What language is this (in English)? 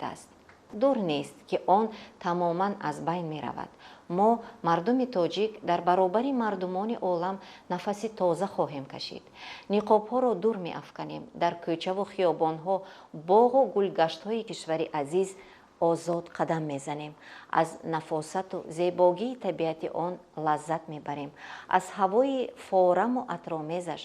Tajik